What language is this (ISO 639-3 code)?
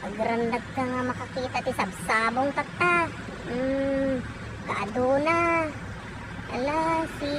ilo